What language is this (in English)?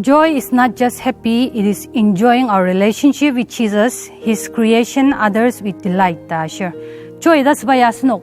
Ao Naga